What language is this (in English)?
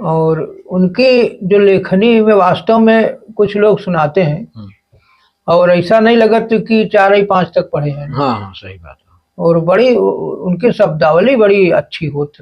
Awadhi